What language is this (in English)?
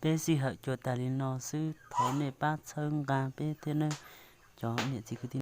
Hmong